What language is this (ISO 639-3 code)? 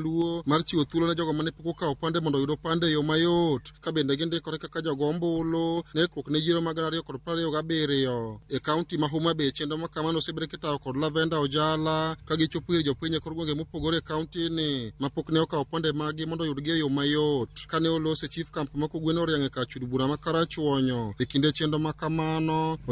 luo